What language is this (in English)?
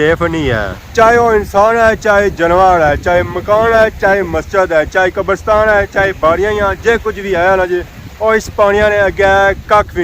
Pahari-Potwari